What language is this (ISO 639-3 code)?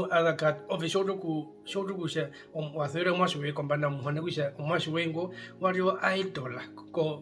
her